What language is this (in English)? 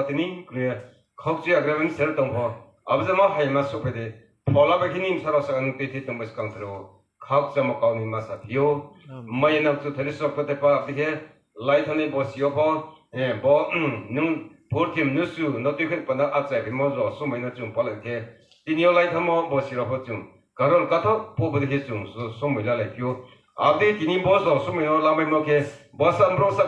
Riang (India)